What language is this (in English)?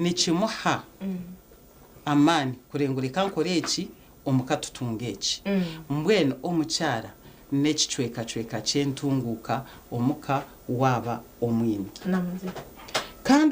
Nyankole